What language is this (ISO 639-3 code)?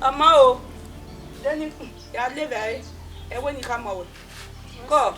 bin